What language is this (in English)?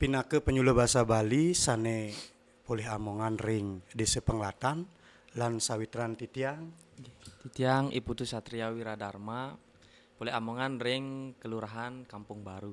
Balinese